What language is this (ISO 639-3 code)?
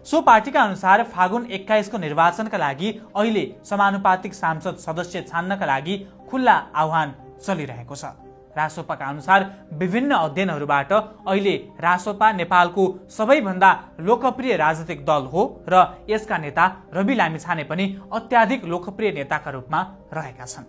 nep